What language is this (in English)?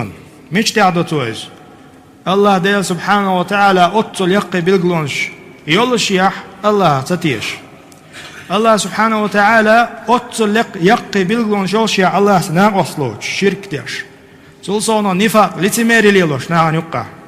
Chechen